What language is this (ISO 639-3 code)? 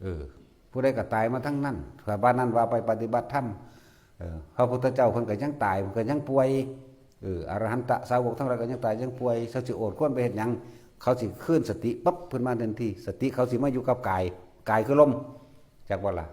tts